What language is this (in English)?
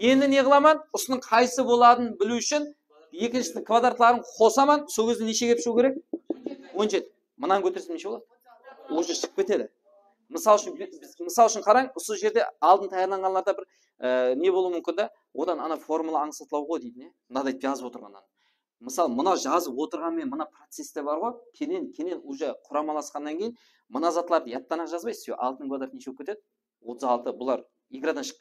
Kara-Kalpak